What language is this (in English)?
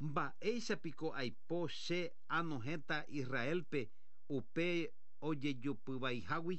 Guarani